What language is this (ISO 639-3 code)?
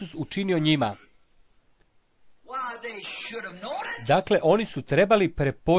hrv